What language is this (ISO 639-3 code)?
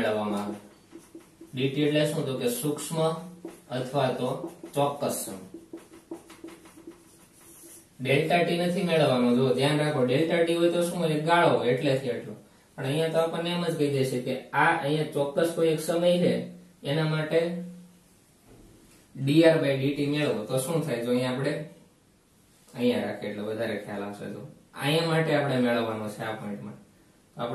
guj